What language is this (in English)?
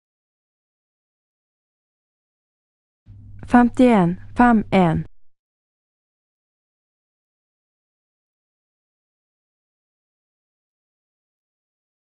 Norwegian